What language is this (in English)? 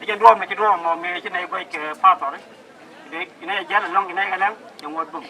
Nuer